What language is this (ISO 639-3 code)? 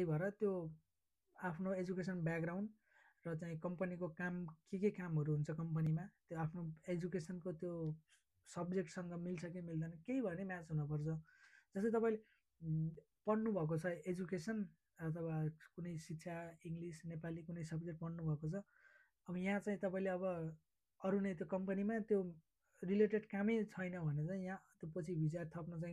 nep